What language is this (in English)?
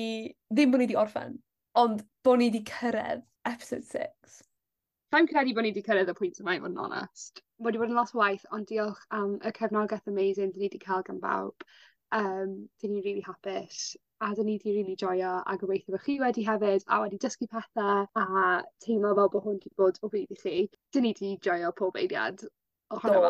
Welsh